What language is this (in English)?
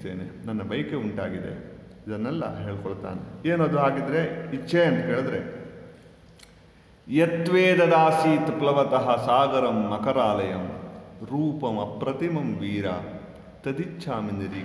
Kannada